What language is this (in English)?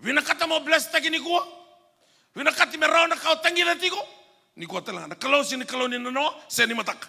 Fijian